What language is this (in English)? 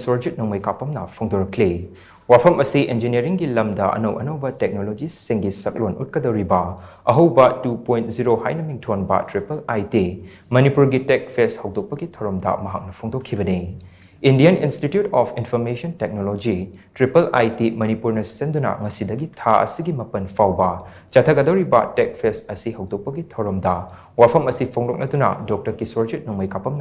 Manipuri